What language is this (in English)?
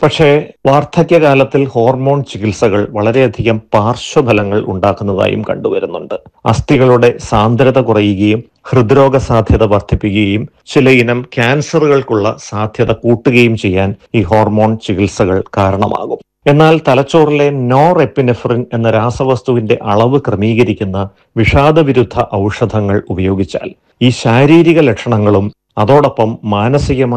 Malayalam